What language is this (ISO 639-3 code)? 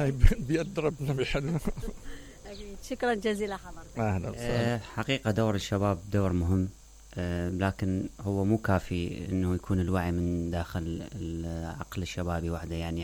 acm